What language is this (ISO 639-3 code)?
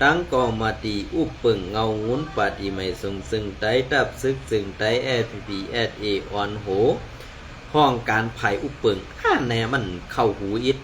shn